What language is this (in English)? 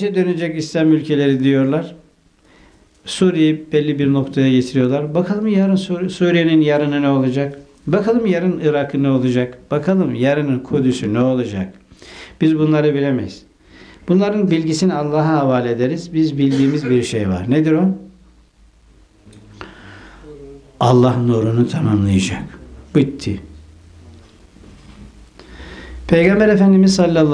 Turkish